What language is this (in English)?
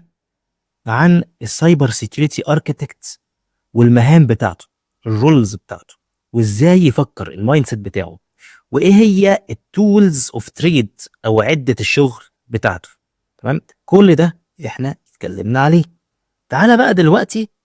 Egyptian Arabic